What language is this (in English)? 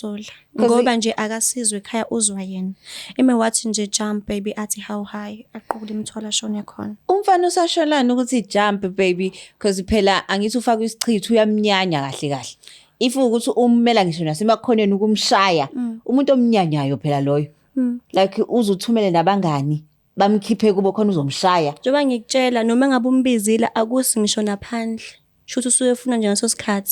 Zulu